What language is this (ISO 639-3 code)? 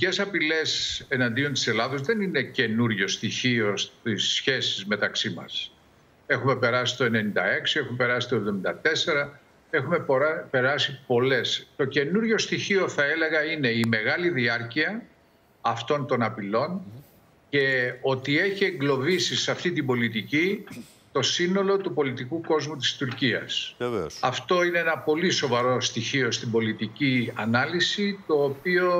ell